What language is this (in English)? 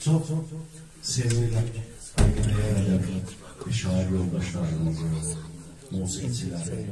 South Azerbaijani